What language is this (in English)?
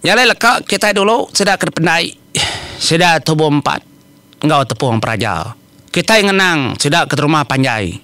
Iban